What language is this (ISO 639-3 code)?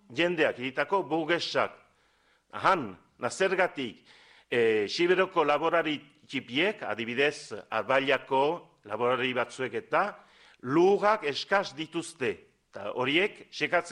eus